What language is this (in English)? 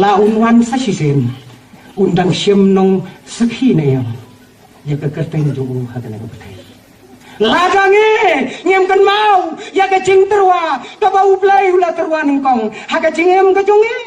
Khasi